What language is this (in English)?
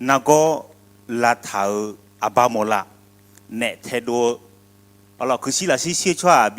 Akha